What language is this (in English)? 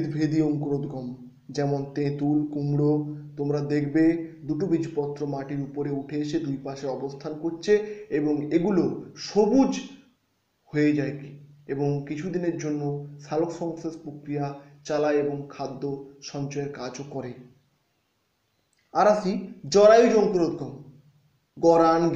Bangla